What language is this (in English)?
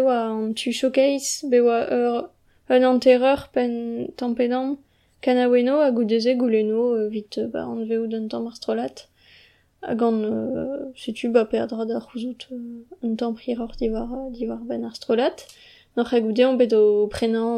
Breton